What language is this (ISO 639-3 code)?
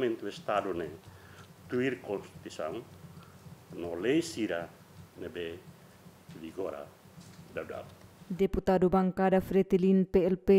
tet